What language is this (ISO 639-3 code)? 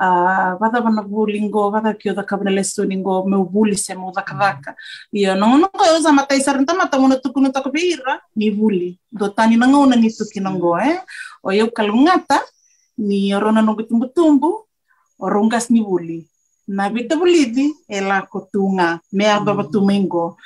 fij